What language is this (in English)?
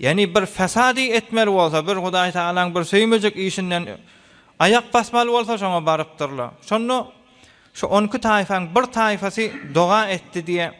Turkmen